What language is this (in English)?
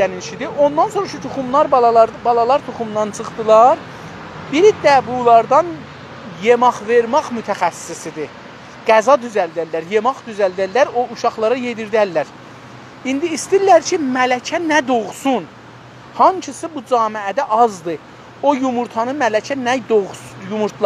South Azerbaijani